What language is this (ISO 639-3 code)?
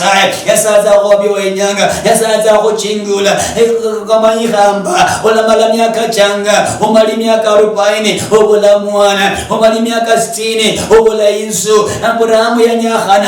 luy